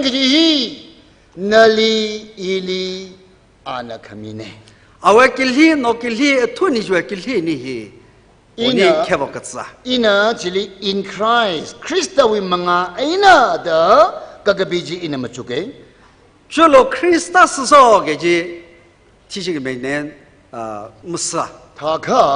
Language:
Tangkhul Naga (India)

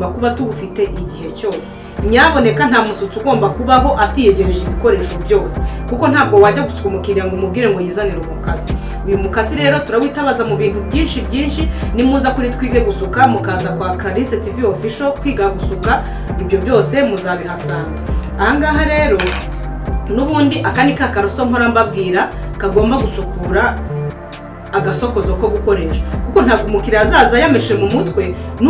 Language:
Kinyarwanda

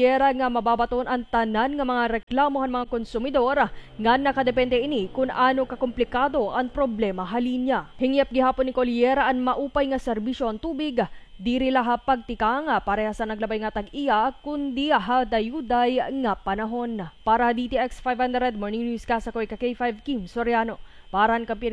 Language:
Waray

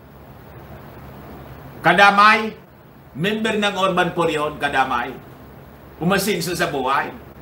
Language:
Filipino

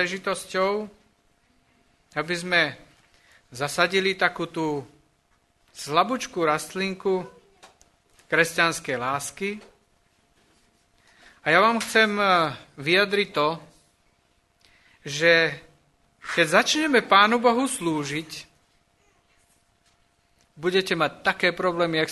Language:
Slovak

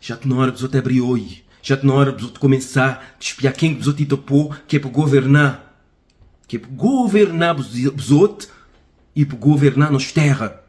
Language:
Kabuverdianu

